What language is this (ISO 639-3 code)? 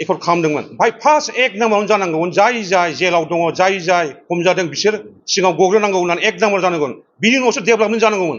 brx